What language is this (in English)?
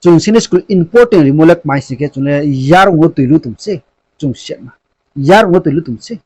Riang (India)